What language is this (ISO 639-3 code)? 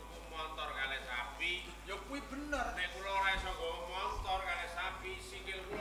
jav